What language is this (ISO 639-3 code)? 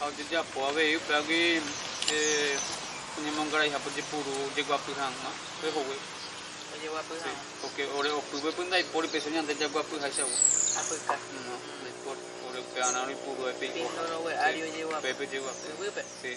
grn